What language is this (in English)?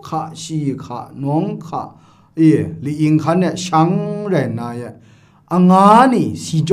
Kachin